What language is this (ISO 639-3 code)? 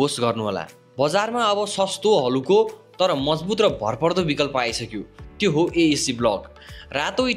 nep